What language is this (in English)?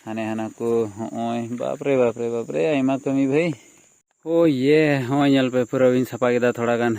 Santali